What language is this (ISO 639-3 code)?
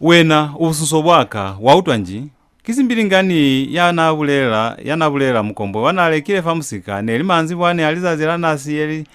loz